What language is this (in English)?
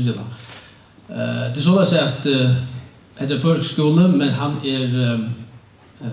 Faroese